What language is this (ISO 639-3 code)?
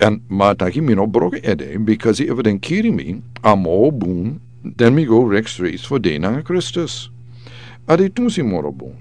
srn